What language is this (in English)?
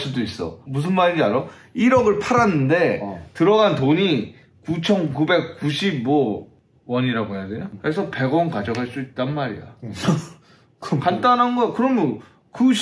Korean